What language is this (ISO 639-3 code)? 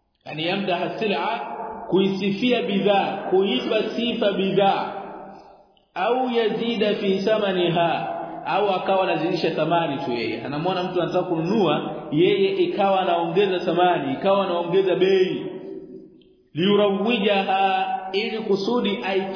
swa